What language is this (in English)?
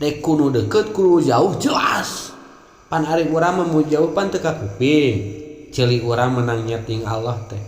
Sundanese